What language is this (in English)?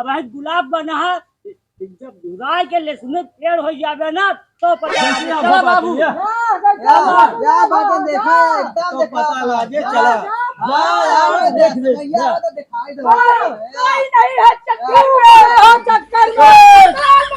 Awadhi